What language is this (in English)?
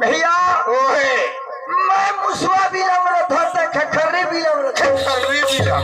Chhattisgarhi